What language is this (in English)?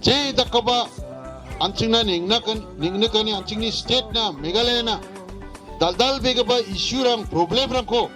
Garo